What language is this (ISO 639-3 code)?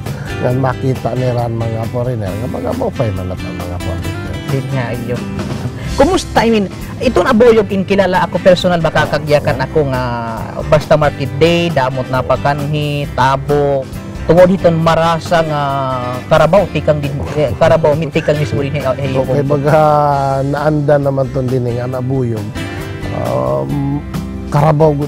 war